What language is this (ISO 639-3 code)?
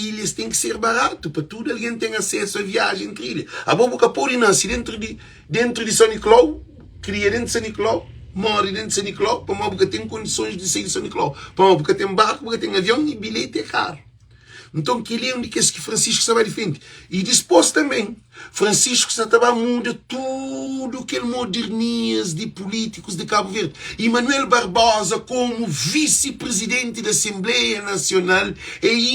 kea